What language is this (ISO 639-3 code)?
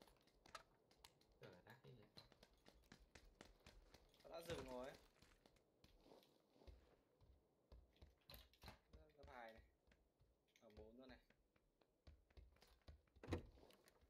vie